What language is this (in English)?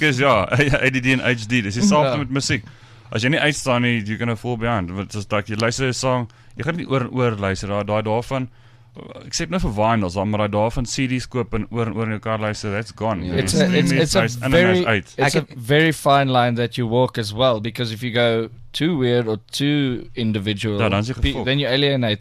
Afrikaans